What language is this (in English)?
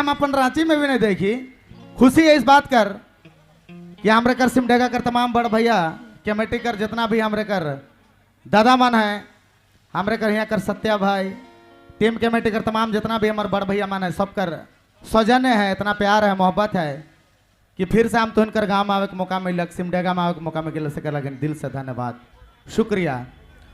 Sadri